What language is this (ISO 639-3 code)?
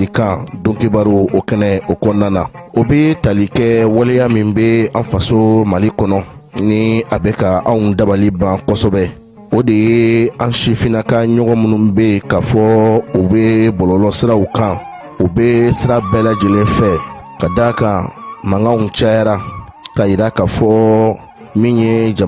bam